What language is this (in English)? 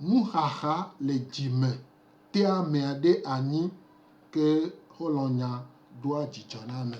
Gen